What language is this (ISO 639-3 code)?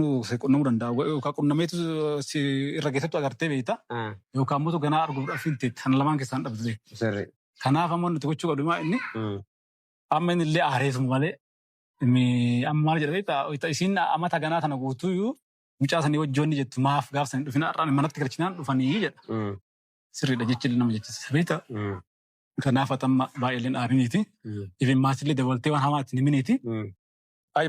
orm